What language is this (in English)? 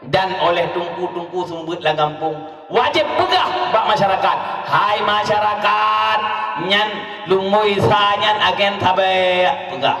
Achinese